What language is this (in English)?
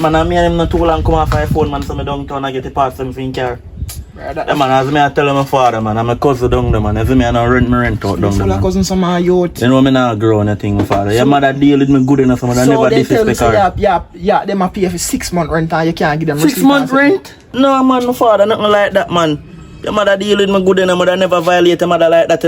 Jamaican Creole English